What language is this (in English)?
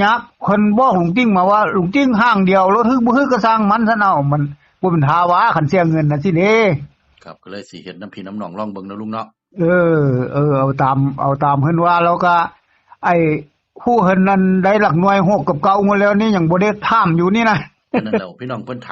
Northeastern Thai